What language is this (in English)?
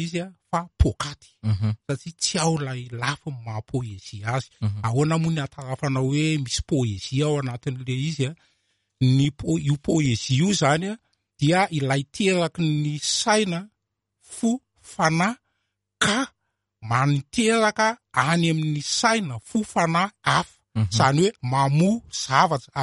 Malagasy